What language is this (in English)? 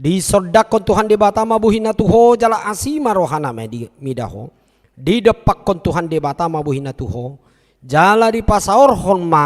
Batak Toba